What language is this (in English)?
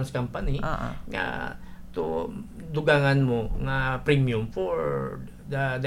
Hiligaynon